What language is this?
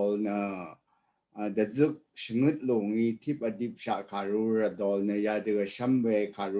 Rawang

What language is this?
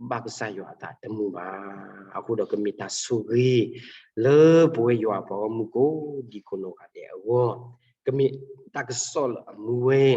S'gaw Karen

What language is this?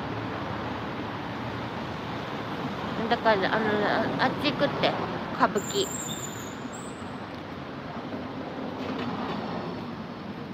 Japanese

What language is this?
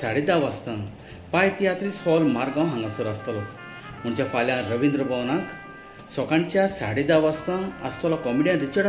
Konkani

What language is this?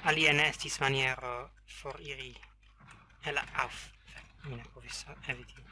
Esperanto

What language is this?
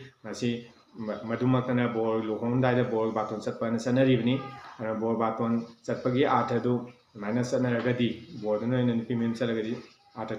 Manipuri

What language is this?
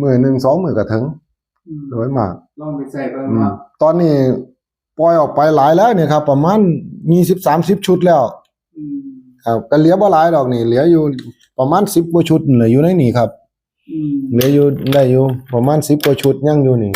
Northeastern Thai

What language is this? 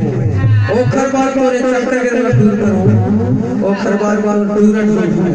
Chhattisgarhi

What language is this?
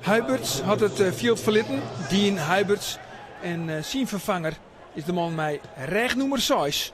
Western Frisian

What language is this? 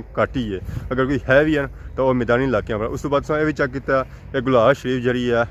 Pahari-Potwari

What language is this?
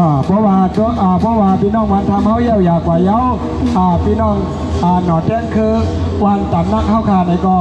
Shan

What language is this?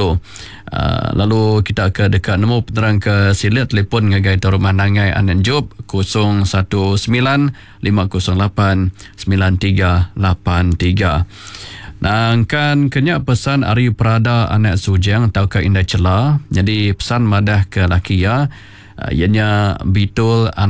Iban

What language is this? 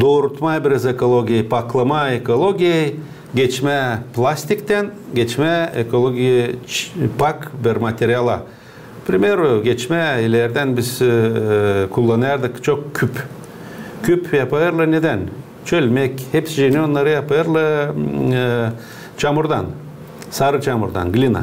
Gagauz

